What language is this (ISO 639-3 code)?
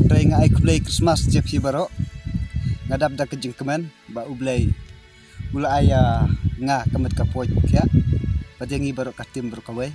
kha